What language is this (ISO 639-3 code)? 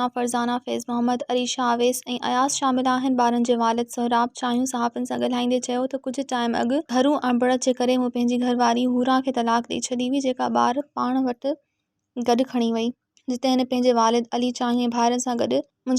snd